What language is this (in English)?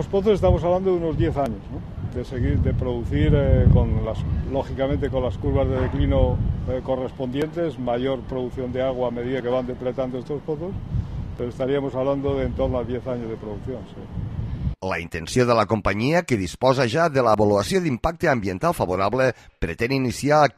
Catalan